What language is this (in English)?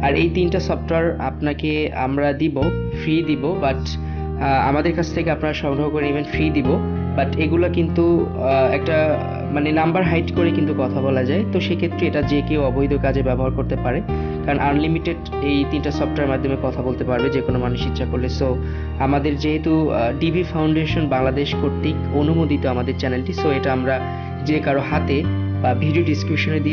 Bangla